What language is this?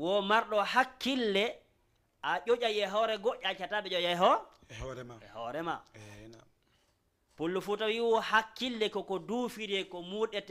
Fula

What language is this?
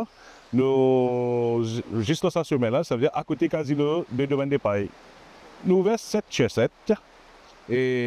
Morisyen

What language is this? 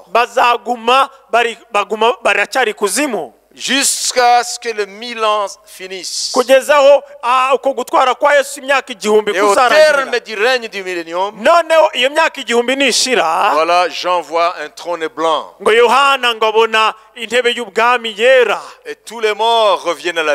Kinyarwanda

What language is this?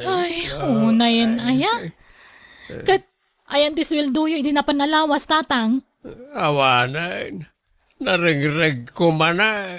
Iloko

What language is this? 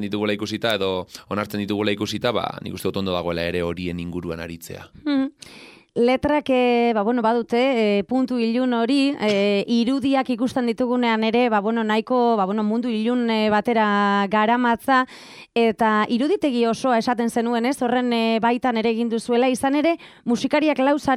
Basque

